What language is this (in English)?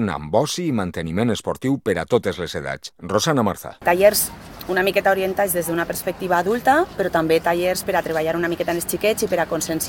Catalan